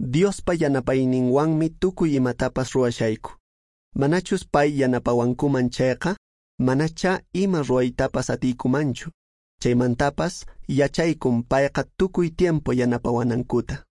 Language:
Quechua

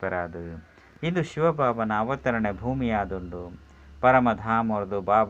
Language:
Tulu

